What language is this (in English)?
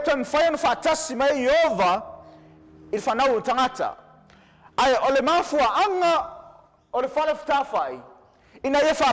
Samoan